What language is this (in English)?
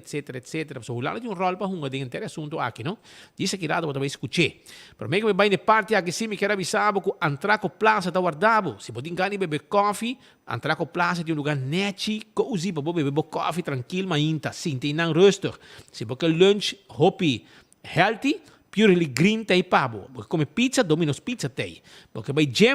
Papiamento